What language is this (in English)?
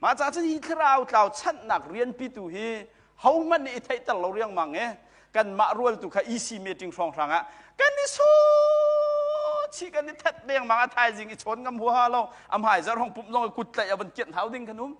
Hakha Chin